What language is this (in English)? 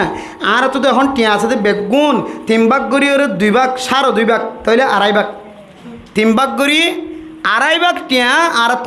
Rohingya